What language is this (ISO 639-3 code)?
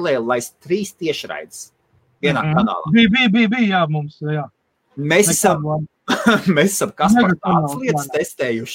lav